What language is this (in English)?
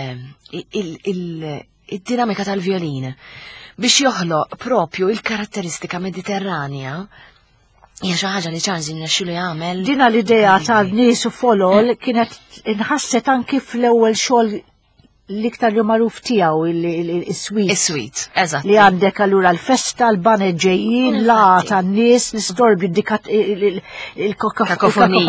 Maltese